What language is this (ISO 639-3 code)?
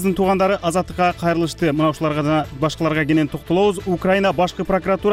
kir